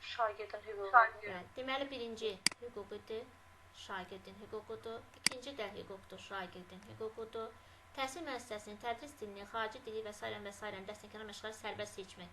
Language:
Azerbaijani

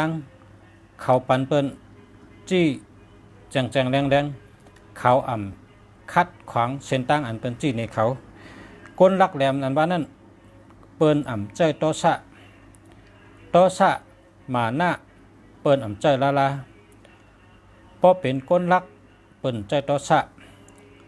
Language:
Shan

